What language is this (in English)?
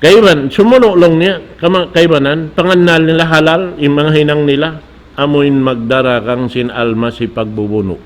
Tausug